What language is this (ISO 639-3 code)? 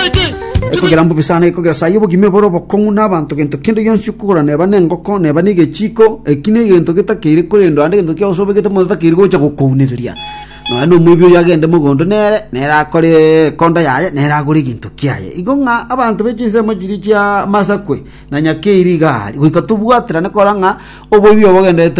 guz